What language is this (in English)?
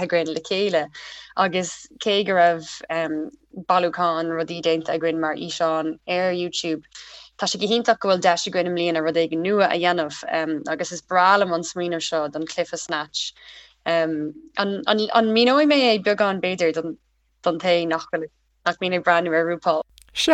Irish